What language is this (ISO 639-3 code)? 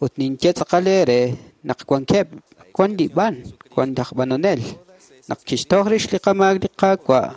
kek